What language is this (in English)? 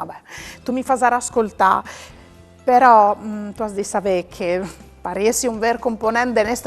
Friulian